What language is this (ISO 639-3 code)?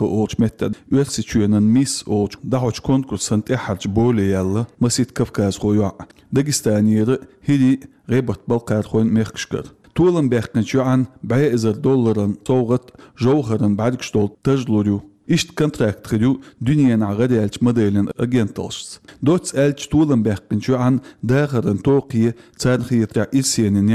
che